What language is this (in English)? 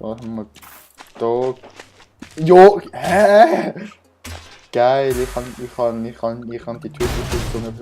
Swiss German